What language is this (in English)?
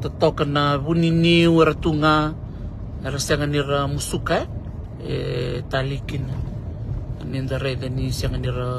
Fijian